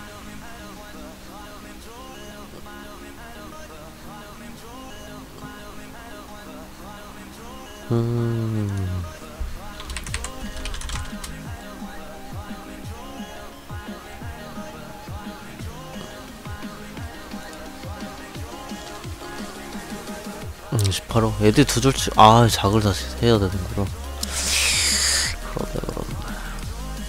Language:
Korean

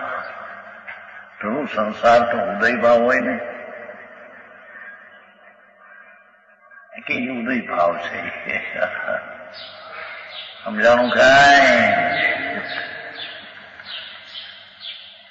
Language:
Gujarati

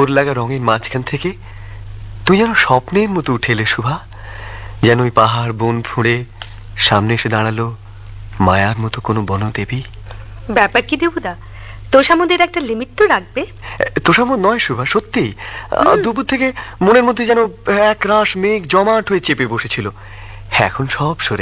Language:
Bangla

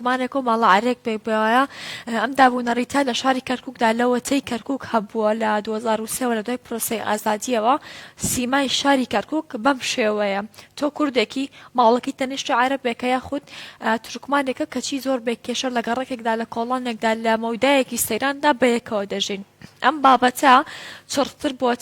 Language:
Central Kurdish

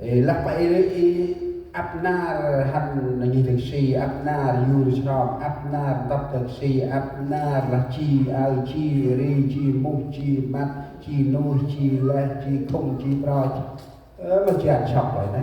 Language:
Central Mnong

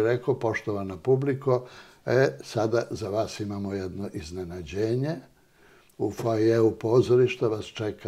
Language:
Serbian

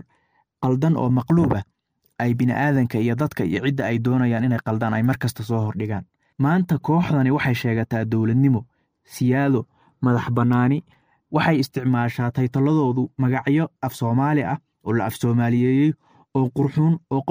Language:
Somali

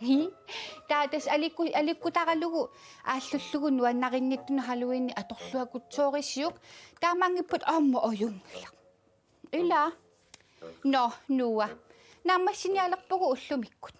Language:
Kalaallisut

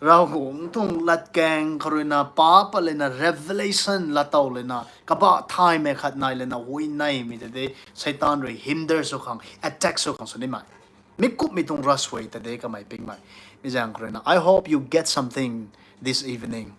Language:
Rongmei Naga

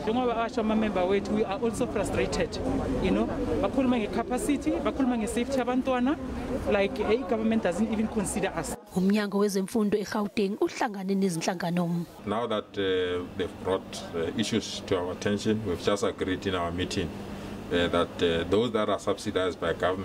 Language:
Zulu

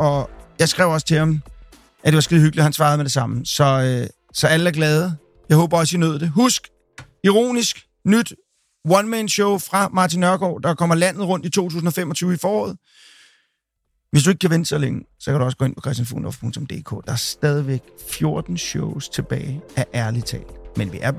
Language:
Danish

